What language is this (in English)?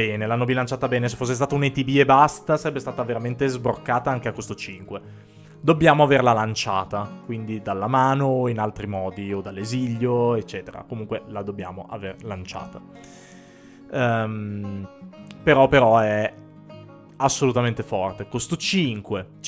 Italian